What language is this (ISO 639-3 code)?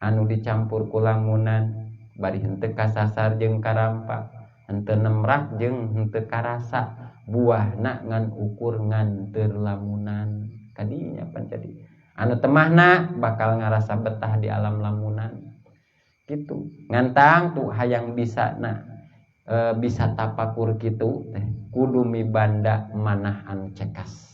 sun